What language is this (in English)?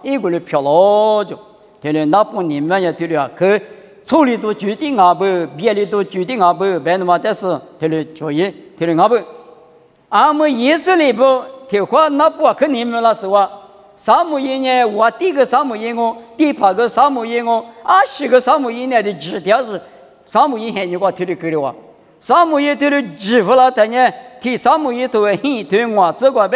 Lisu